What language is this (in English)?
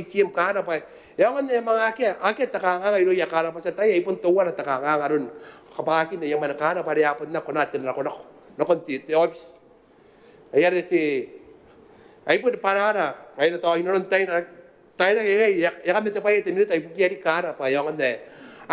Gilbertese